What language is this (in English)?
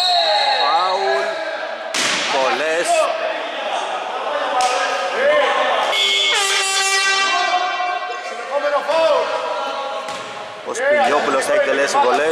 Greek